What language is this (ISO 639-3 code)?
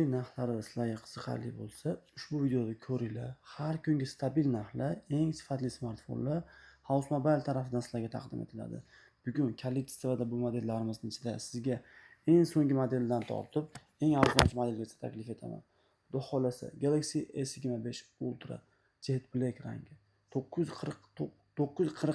uzb